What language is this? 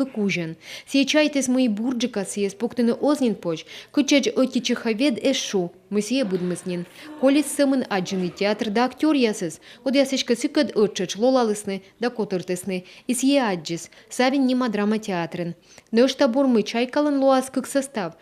Komi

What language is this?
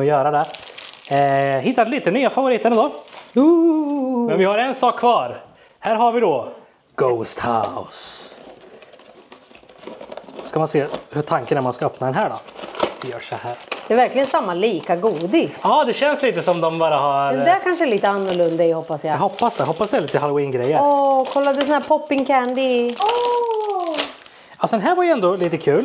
Swedish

